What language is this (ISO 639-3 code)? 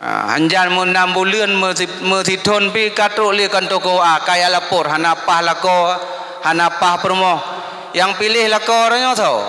ace